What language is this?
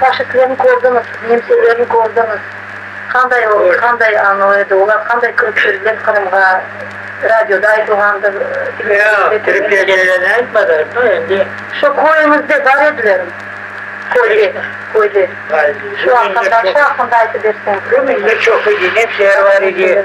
Crimean Tatar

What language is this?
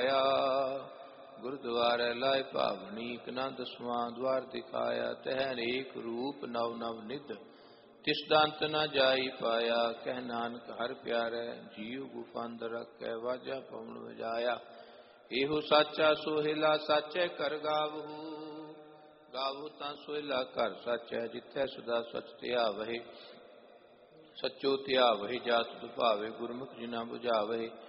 Punjabi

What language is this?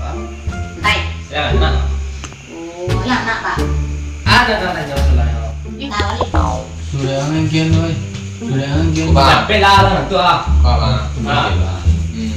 Minangkabau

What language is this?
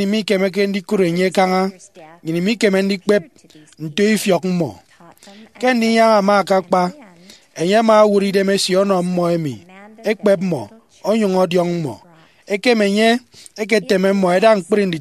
Efik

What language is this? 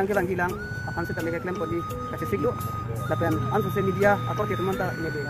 Karbi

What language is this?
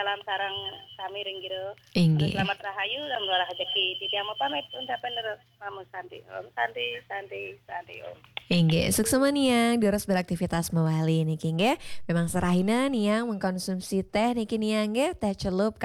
Balinese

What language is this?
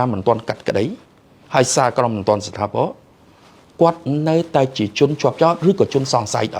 Khmer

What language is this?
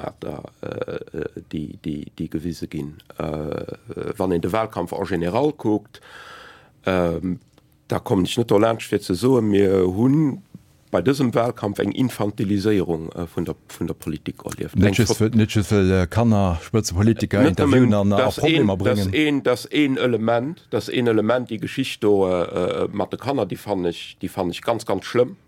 Luxembourgish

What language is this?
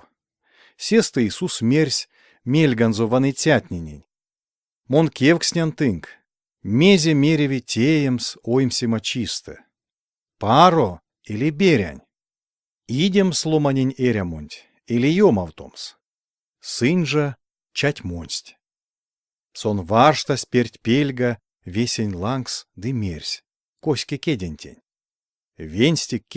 Erzya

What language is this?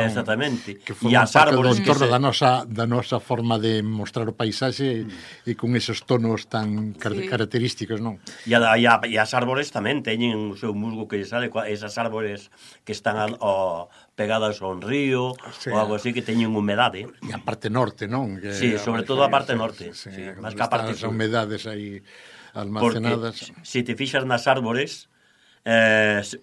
Galician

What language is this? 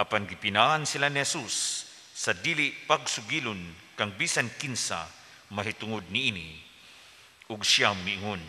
Cebuano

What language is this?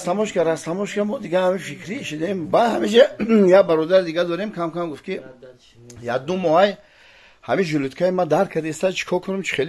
Tajik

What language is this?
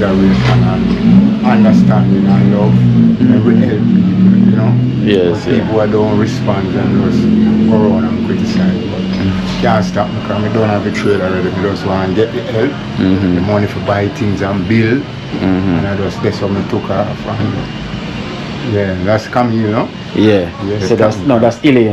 Jamaican Creole English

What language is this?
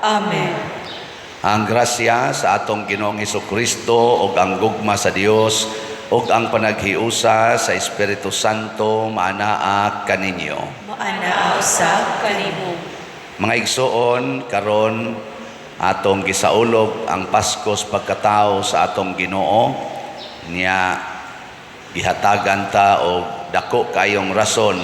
Cebuano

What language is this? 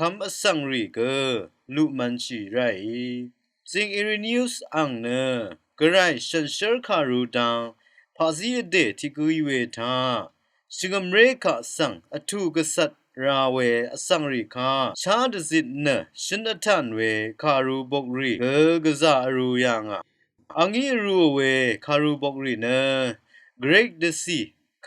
Rawang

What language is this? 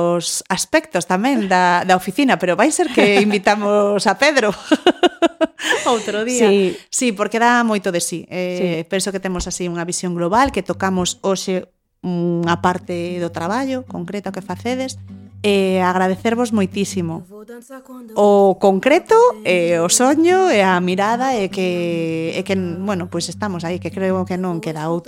Galician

